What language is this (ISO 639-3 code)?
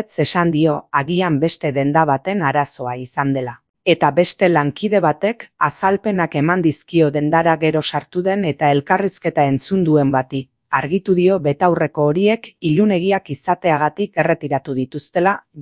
eus